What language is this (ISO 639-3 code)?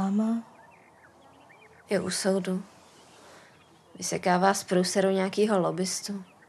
ces